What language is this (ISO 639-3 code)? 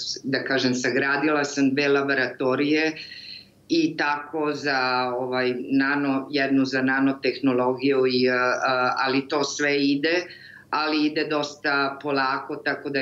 srp